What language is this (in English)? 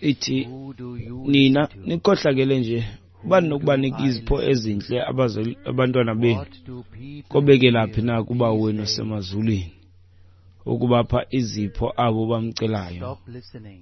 Xhosa